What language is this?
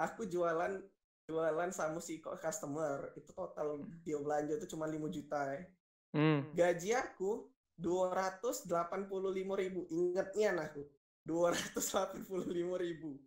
Musi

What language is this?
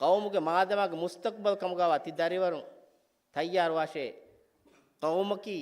Divehi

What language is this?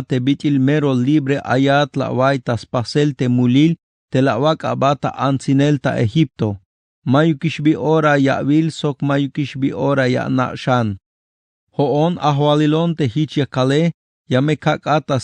Tzeltal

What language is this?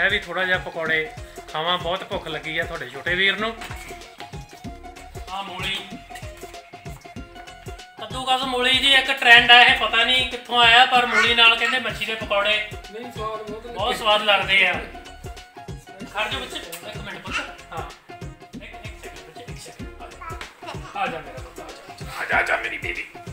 Punjabi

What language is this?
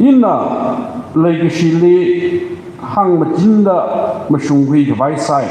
Tangkhul Naga (India)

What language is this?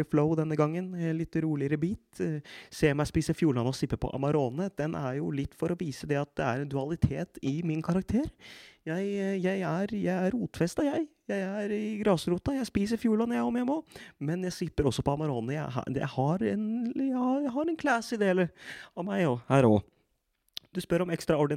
Norwegian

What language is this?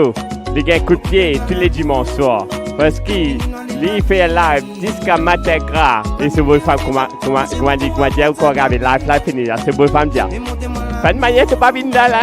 Morisyen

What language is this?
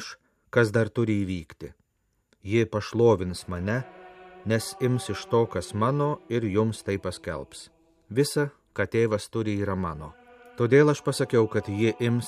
Lithuanian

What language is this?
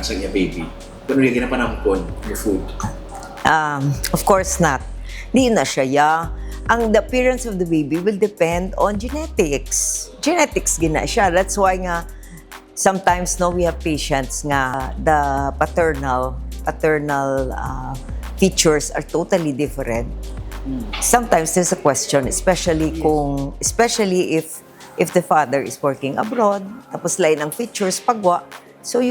Hiligaynon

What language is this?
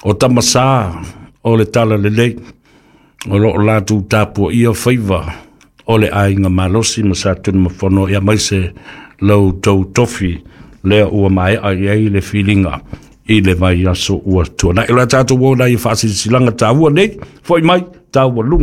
Samoan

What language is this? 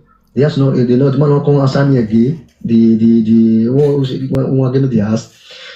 Nigerian Pidgin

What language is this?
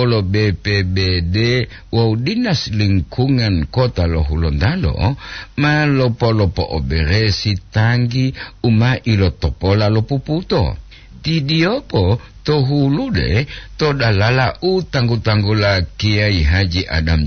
Gorontalo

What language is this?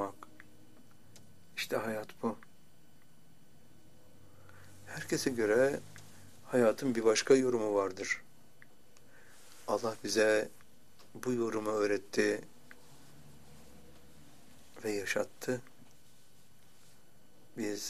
Turkish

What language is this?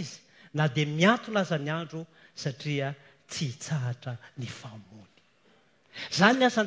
Malagasy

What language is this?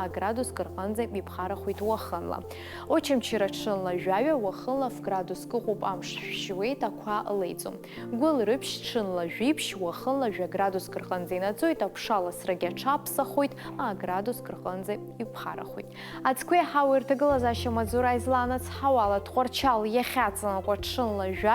Abkhazian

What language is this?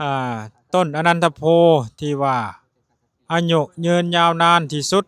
Lao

